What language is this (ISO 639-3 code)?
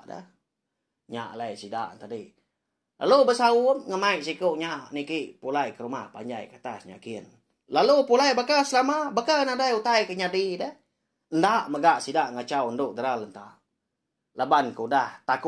iba